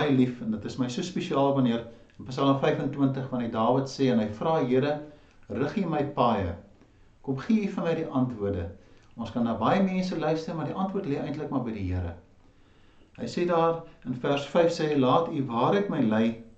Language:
Afrikaans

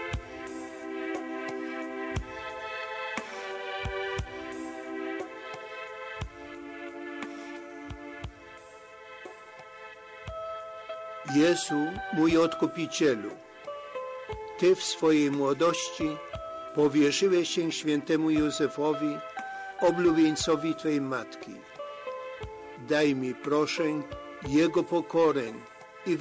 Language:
Polish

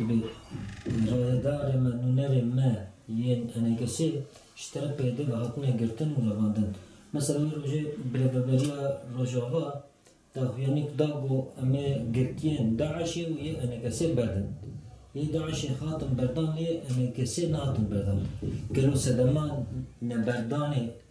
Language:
Kurdish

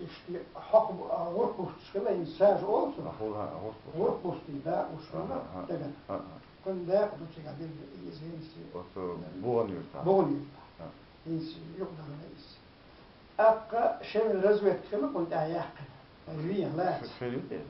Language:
Chechen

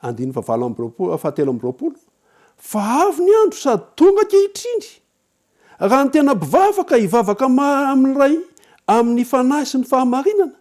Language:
Malagasy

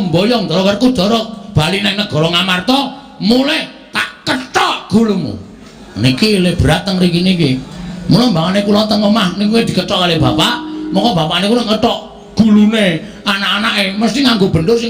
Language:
Javanese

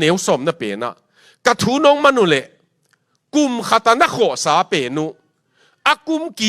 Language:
Tedim Chin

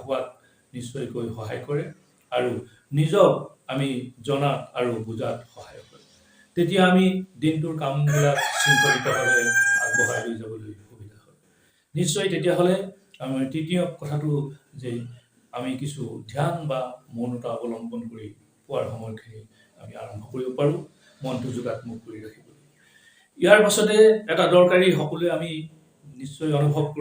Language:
Assamese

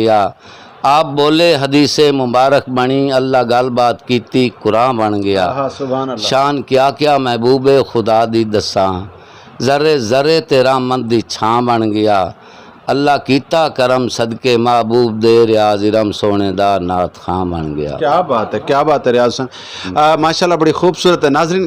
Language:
Saraiki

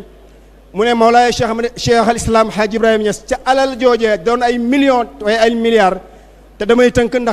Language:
Wolof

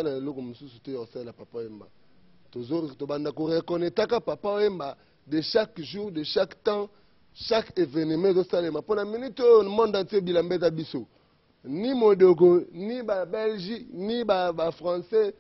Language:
Lingala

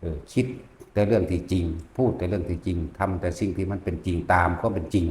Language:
Northeastern Thai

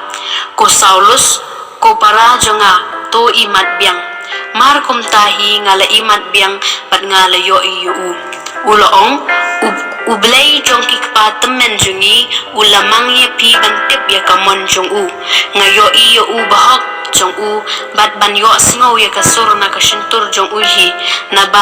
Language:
Khasi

